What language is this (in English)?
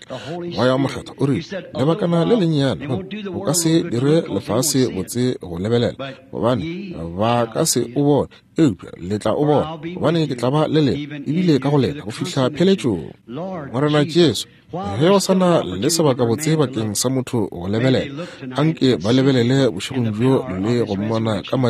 Northern Sotho